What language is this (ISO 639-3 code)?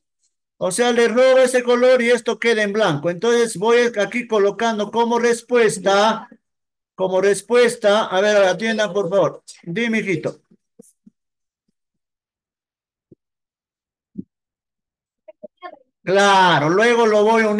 spa